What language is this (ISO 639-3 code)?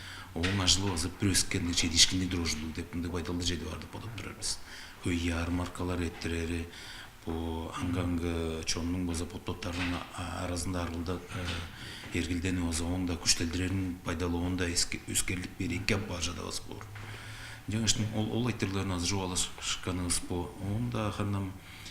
tyv